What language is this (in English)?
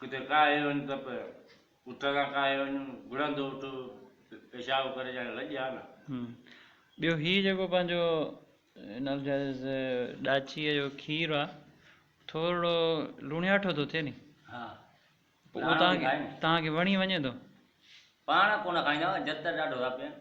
Sindhi